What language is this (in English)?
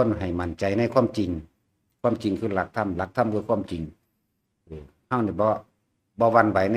Lao